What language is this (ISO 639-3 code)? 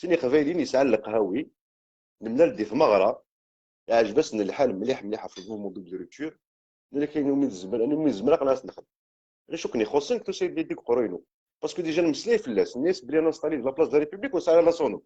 kab